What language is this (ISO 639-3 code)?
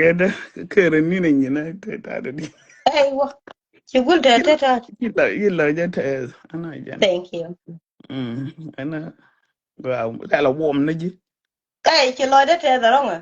nus